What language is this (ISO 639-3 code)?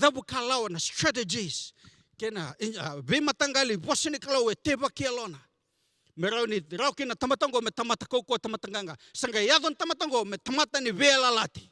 fij